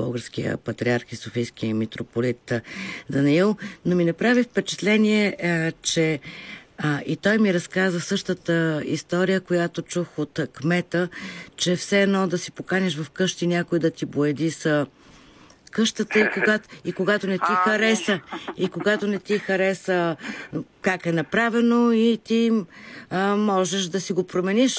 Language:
Bulgarian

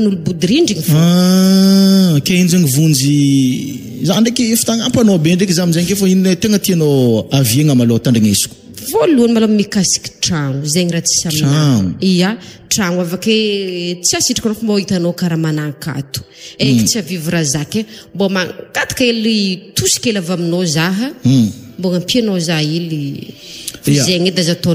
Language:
Malagasy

